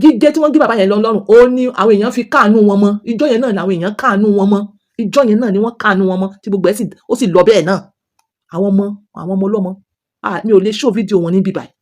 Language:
Yoruba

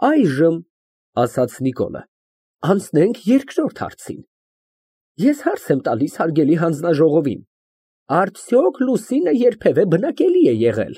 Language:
Armenian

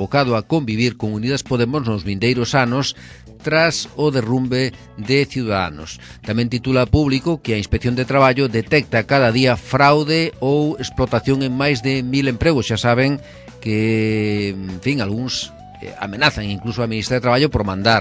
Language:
Galician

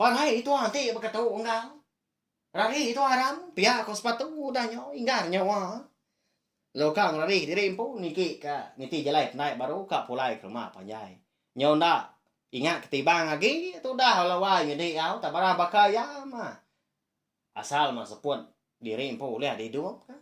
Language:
Iban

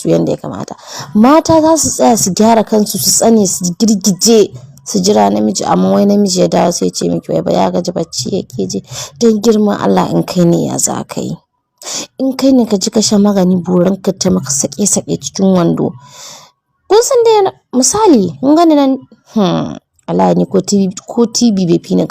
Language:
Hausa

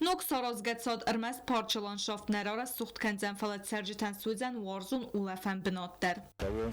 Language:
Ossetic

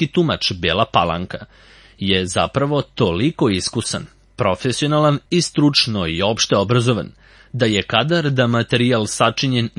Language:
Serbian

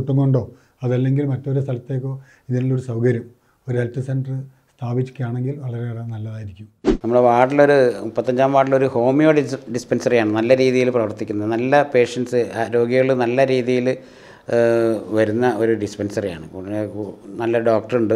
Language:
Malayalam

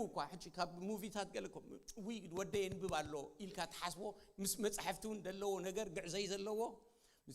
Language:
Tigrinya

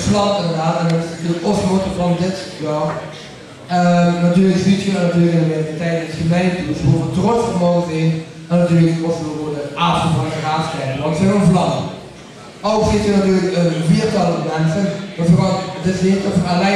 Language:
Limburgish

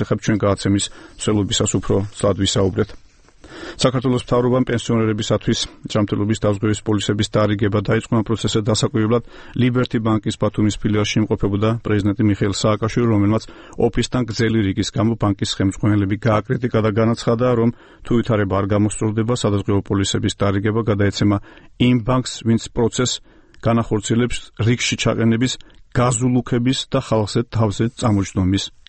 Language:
Georgian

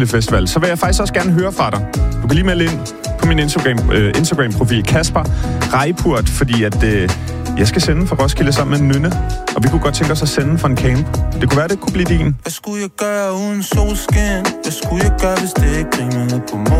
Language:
Danish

